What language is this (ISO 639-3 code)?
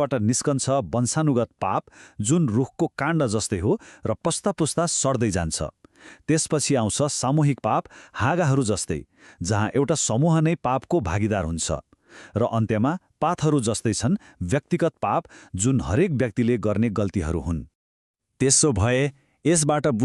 nep